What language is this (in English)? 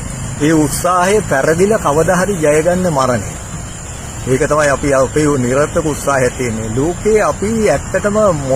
Sinhala